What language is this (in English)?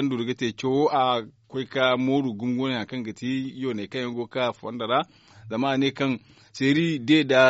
Zarma